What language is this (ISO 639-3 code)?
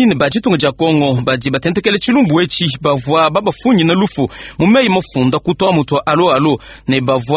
lua